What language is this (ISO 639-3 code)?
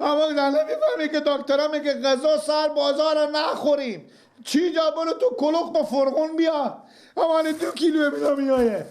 fas